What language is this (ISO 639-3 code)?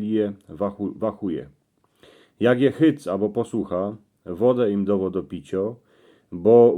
szl